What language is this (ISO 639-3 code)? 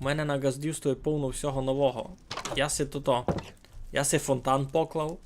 rue